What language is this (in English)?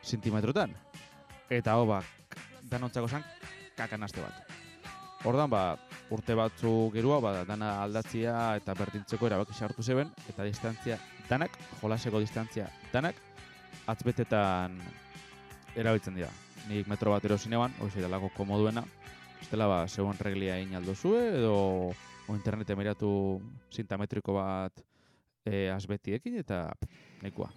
Basque